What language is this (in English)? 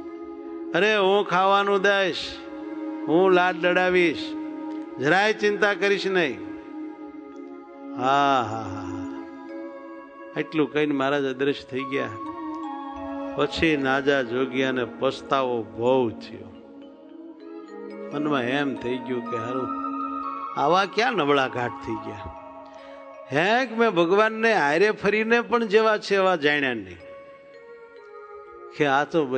Gujarati